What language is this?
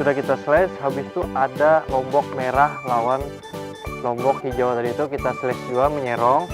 Banjar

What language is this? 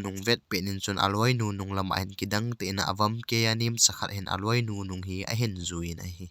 Thado Chin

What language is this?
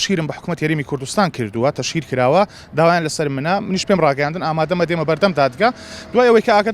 Central Kurdish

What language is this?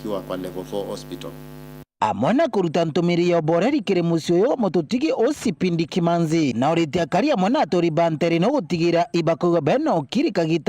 Meru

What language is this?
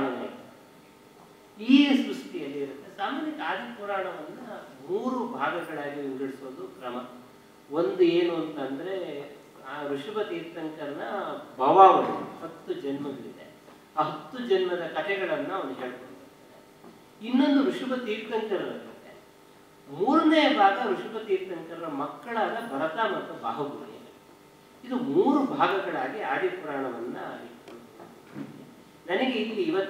Kannada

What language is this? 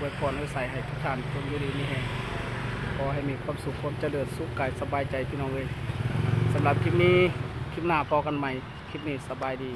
Lao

